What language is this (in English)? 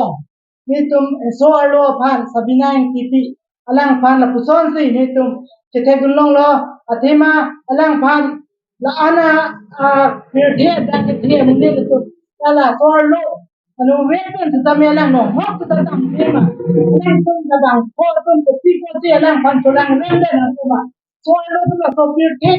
Karbi